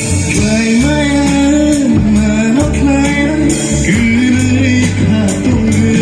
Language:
Kok Borok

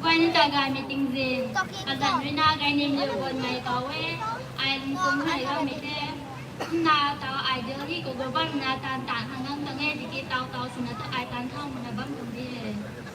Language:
Rongmei Naga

